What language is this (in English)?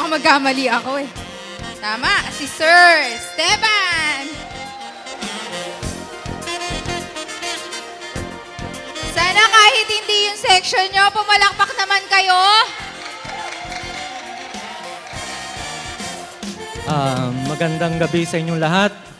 Filipino